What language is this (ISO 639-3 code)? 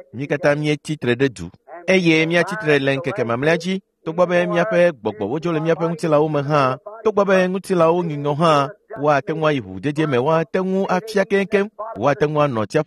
ewe